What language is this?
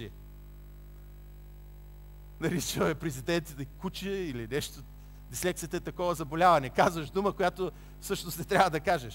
Bulgarian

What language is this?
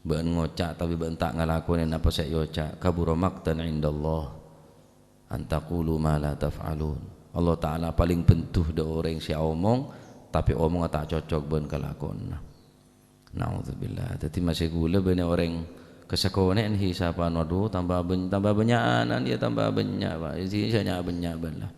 Madurese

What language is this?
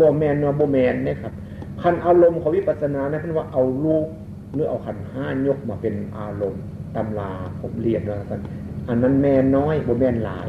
Northeastern Thai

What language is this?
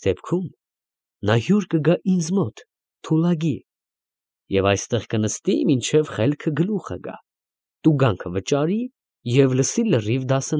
Armenian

